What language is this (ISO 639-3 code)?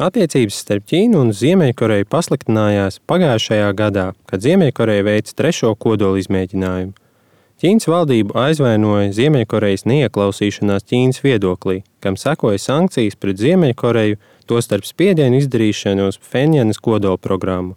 lav